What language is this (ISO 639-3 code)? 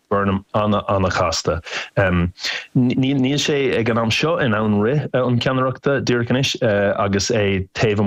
gle